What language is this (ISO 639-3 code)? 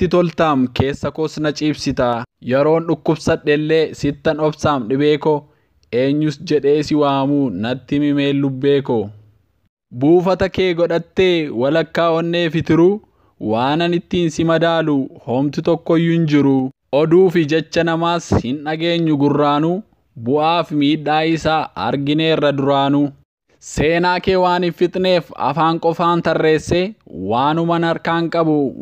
orm